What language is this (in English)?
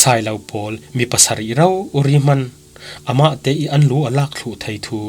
Falam Chin